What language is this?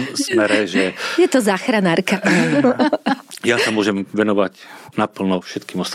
Slovak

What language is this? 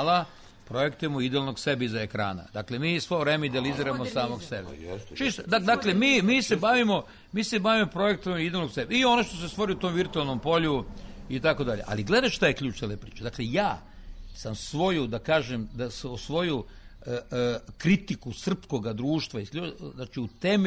Serbian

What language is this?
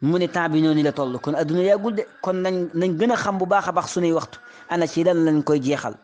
Wolof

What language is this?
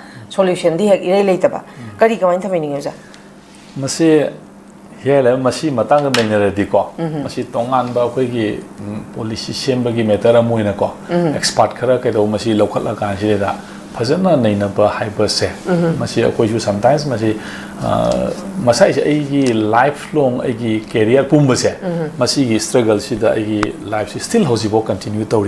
Manipuri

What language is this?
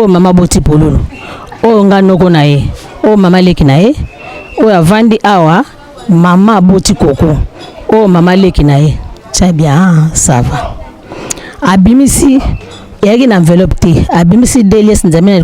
Lingala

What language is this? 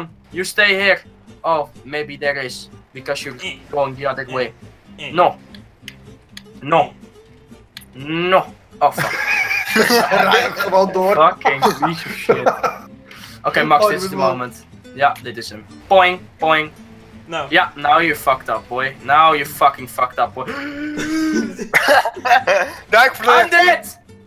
Dutch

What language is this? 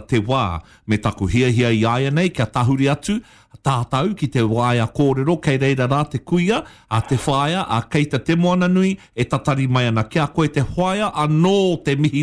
Māori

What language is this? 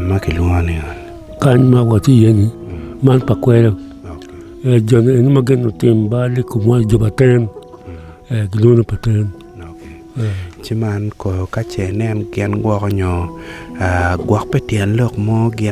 Acoli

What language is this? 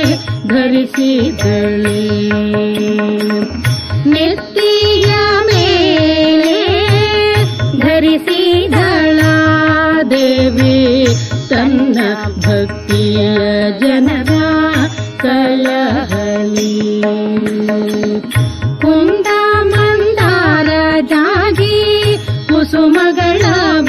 Kannada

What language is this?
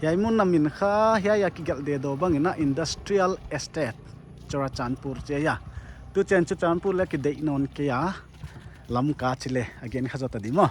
Paite Chin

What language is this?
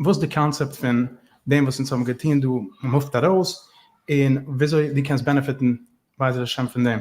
Yiddish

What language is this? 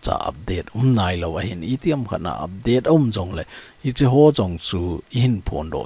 Thado Chin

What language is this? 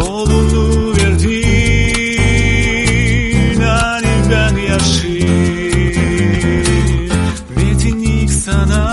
Gagauz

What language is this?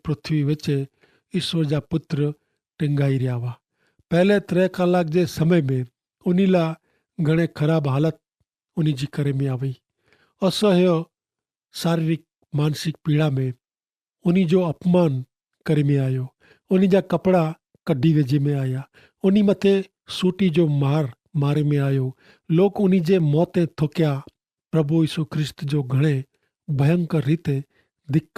Kachhi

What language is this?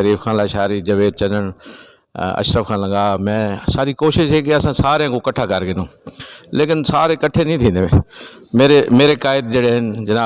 Saraiki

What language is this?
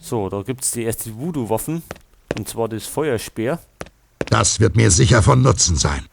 Bavarian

